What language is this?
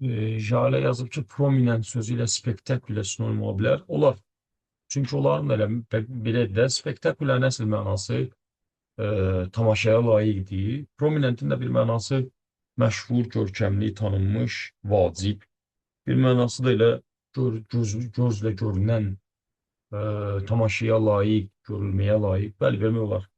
Azerbaijani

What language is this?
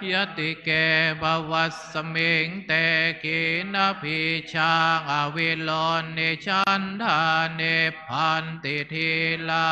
Pali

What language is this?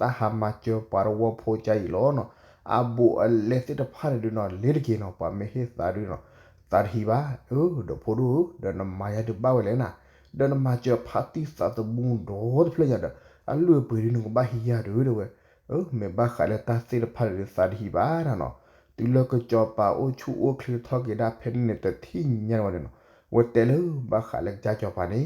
S'gaw Karen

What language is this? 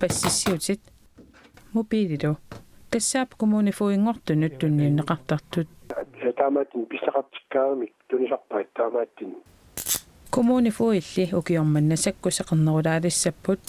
Kalaallisut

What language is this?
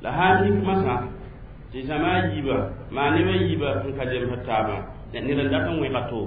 Mossi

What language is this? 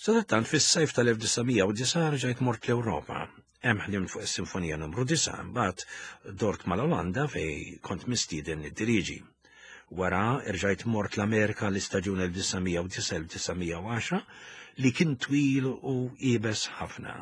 Maltese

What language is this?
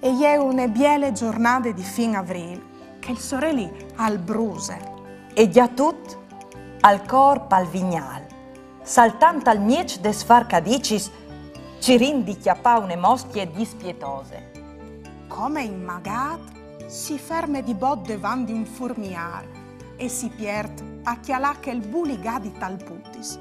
Friulian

